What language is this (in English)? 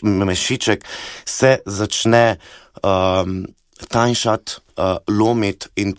Slovenian